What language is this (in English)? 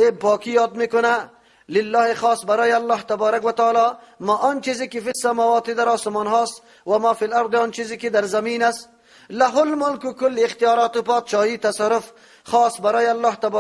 Persian